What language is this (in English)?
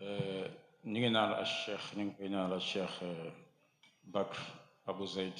Wolof